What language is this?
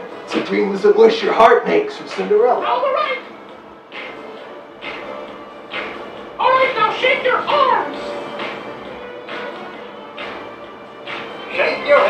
English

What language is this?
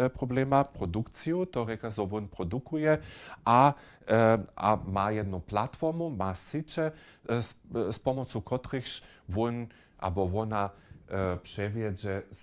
Upper Sorbian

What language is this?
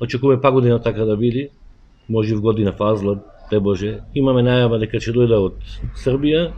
Macedonian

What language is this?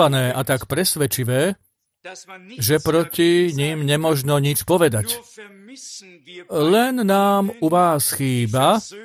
Slovak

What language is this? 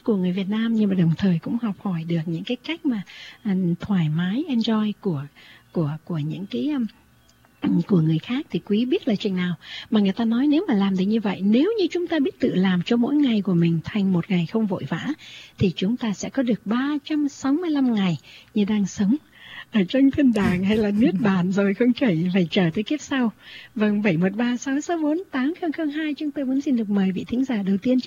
Vietnamese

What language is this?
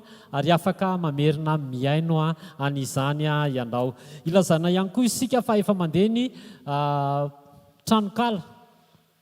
Malagasy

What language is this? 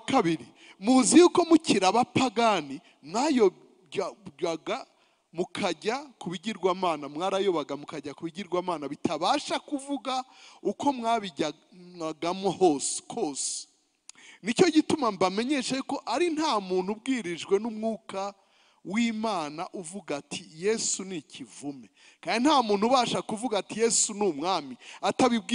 Kinyarwanda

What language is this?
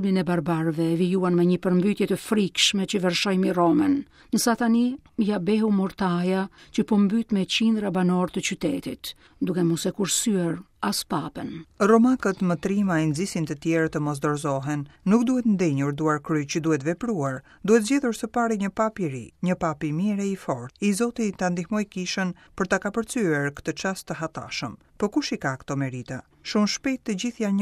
Albanian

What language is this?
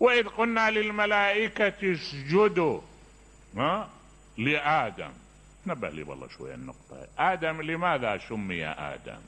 Mesopotamian Arabic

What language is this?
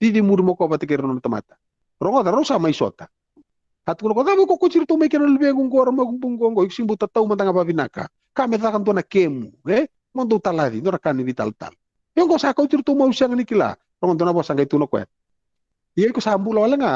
Fijian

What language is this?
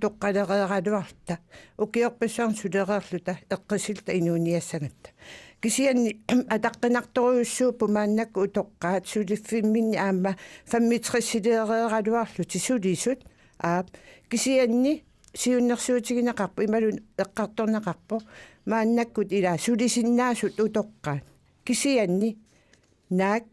Kalaallisut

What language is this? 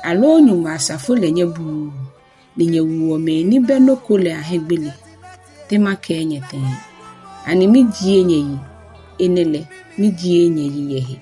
Ga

